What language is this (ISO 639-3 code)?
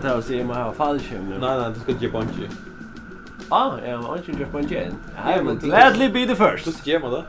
fao